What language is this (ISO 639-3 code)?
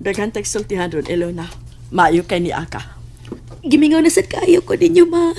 ceb